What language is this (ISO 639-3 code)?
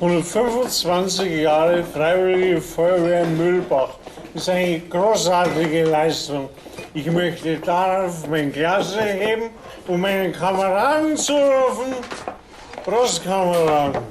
bar